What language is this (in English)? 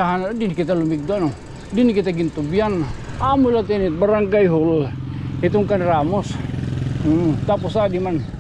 Waray